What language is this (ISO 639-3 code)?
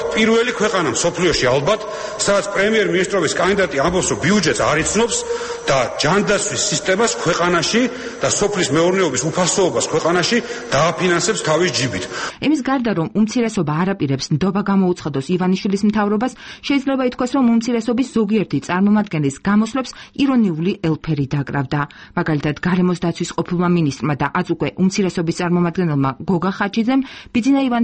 kat